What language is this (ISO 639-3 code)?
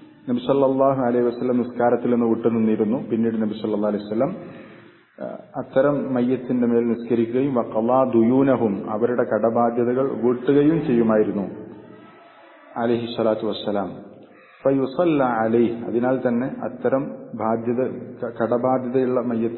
mal